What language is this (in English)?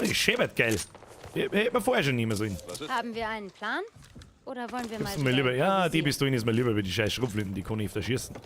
Bavarian